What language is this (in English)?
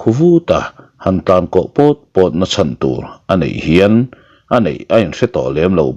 Mizo